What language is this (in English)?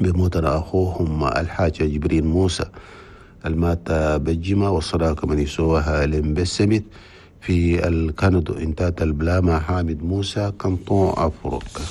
Chadian Arabic